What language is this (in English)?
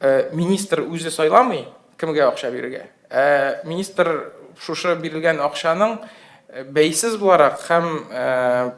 Tatar